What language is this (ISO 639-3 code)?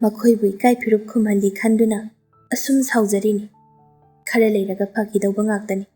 mni